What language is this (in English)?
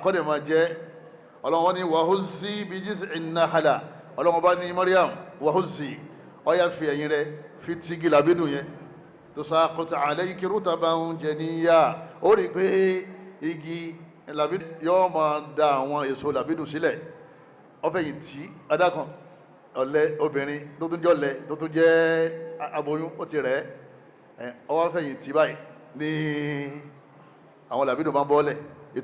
Yoruba